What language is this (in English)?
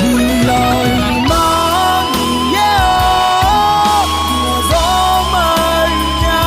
Akha